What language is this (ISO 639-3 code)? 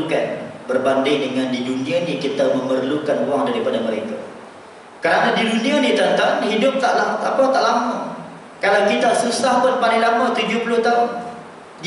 msa